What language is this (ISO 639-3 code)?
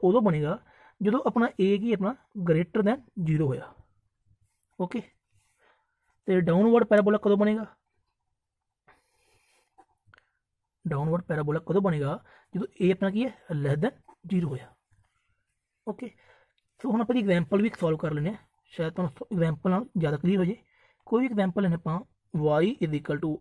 pan